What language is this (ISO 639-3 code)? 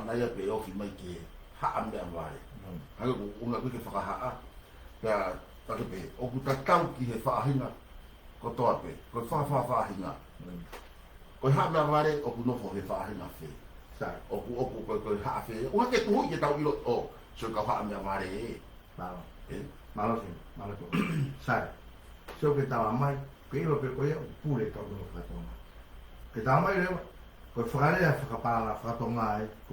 ton